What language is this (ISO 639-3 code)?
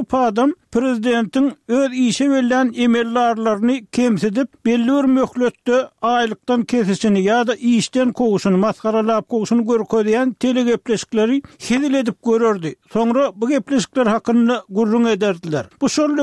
tuk